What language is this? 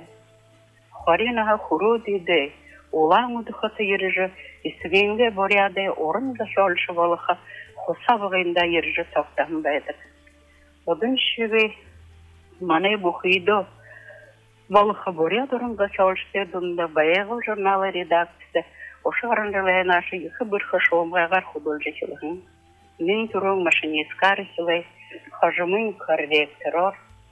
Buriat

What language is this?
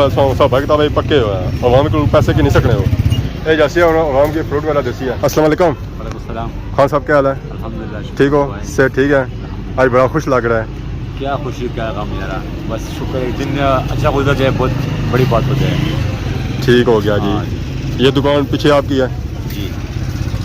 Pahari-Potwari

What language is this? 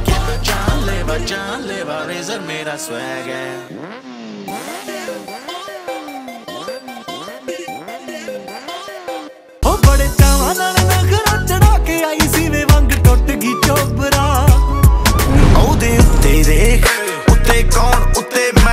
Punjabi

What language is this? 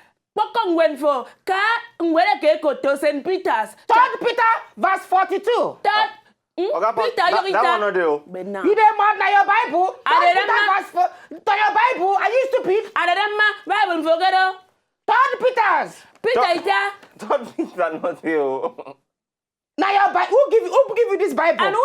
Nigerian Pidgin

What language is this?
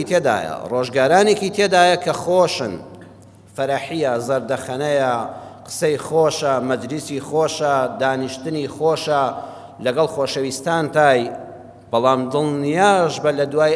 Central Kurdish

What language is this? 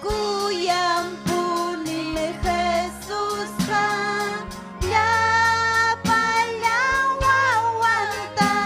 Ayacucho Quechua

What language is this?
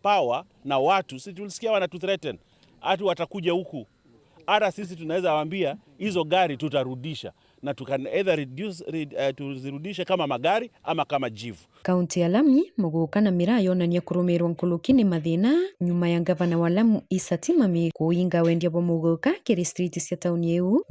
Meru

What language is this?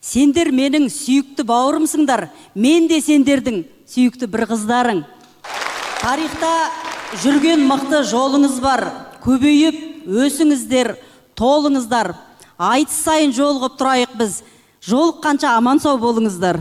Kyrgyz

